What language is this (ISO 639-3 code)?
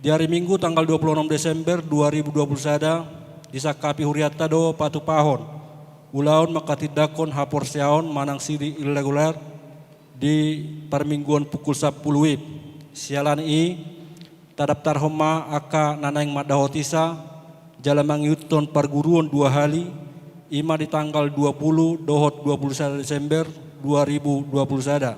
bbc